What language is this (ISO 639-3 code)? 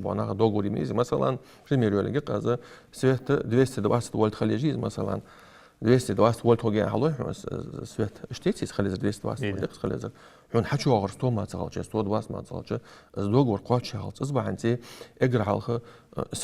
inh